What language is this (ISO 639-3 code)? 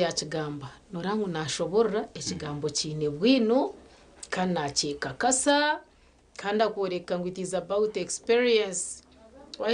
nyn